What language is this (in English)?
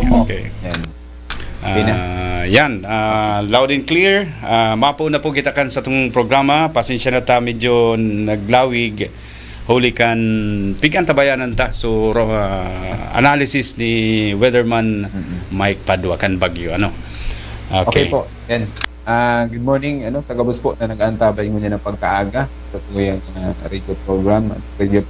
Bikol